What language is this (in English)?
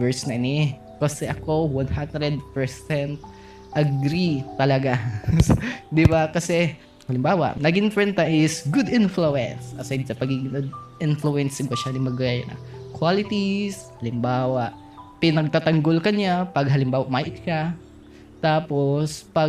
Bikol